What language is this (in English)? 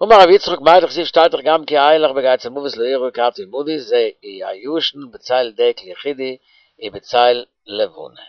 Yiddish